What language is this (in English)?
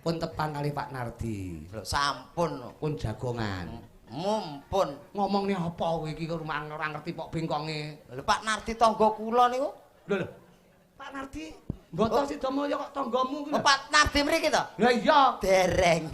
Javanese